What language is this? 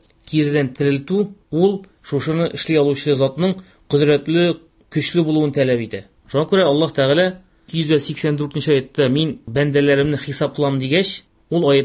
Tatar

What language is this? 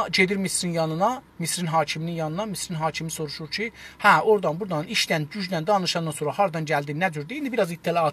South Azerbaijani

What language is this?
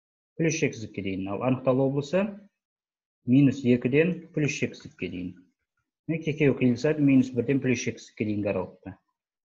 Kazakh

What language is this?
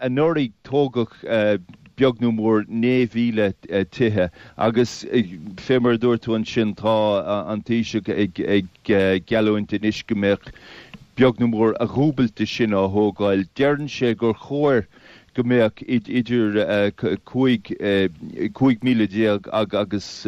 Irish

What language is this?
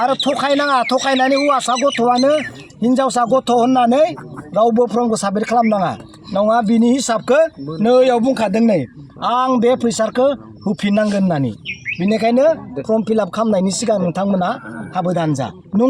Bodo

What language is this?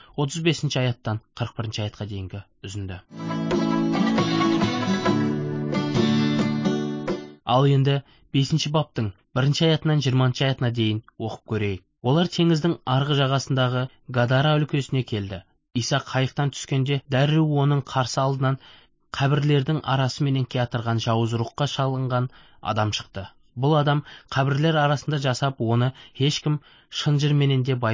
Kazakh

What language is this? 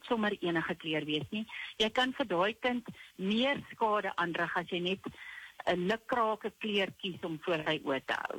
Afrikaans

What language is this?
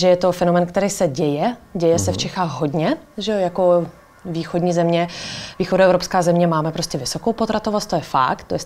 Czech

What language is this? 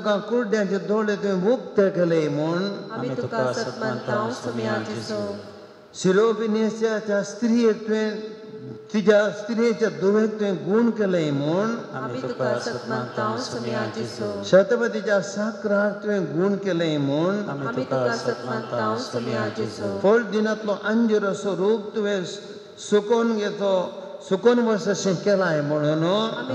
Konkani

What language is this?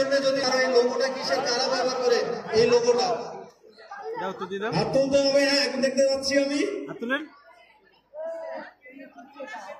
Bangla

